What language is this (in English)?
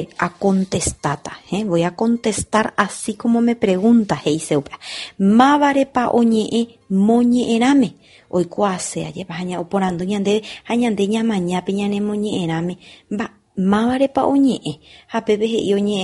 Guarani